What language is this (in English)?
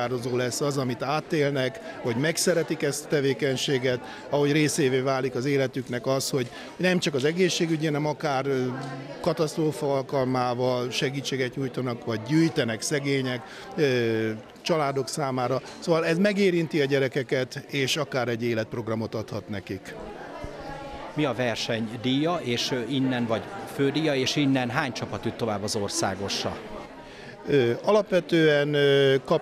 Hungarian